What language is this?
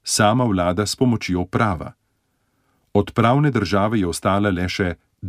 Slovenian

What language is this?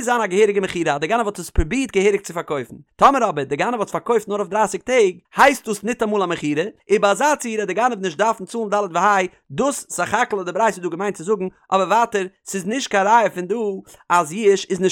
Yiddish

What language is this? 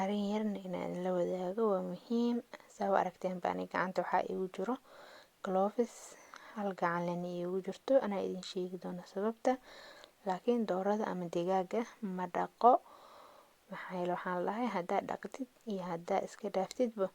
Somali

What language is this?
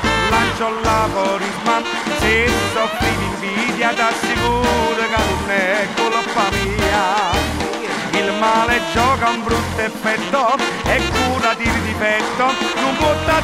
Italian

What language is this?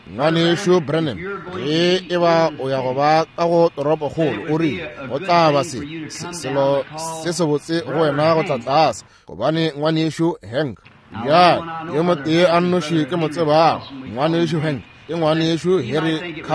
Northern Sotho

